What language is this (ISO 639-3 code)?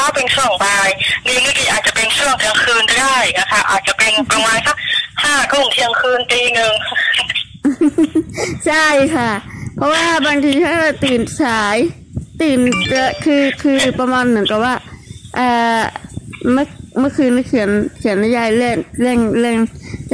tha